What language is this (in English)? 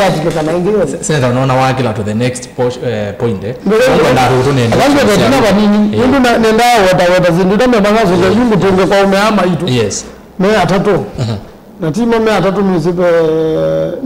Kamba